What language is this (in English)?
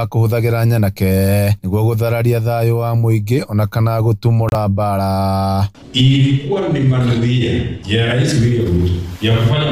Kikuyu